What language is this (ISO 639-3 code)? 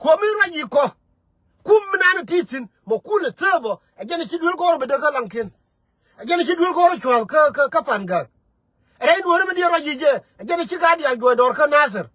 nus